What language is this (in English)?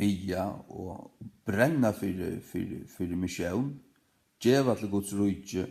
Faroese